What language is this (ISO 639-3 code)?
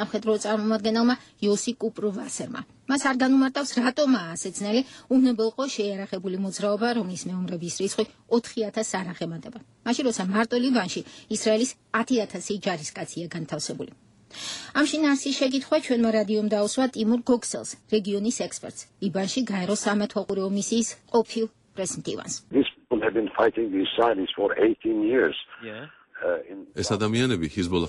kat